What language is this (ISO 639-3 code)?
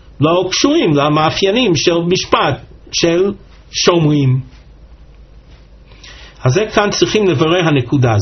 heb